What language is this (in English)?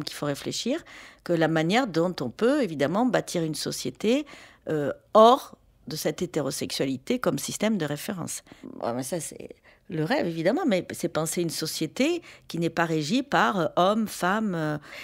French